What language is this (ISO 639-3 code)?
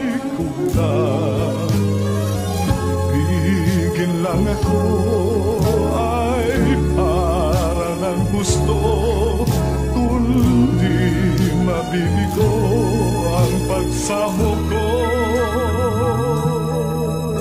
fil